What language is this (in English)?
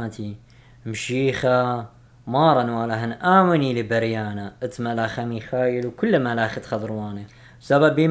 Assyrian Neo-Aramaic